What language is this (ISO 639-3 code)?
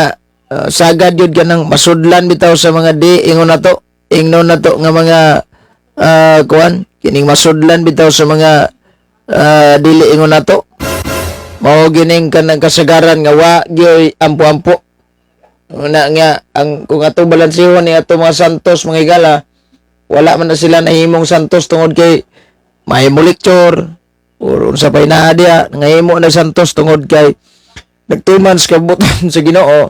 ceb